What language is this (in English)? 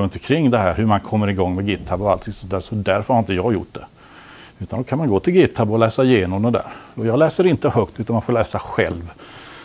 Swedish